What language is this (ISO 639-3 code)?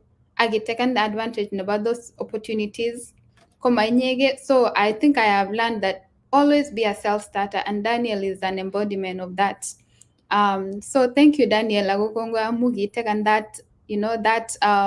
kln